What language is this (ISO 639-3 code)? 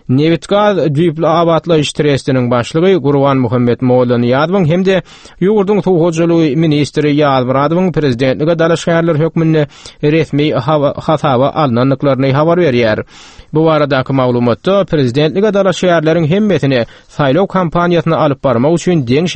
tuk